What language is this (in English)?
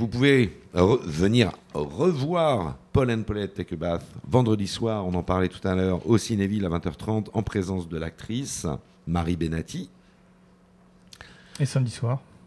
French